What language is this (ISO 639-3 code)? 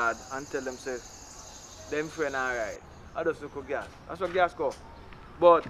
jam